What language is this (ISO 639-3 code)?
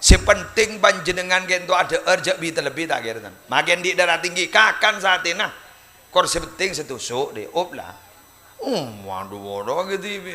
mad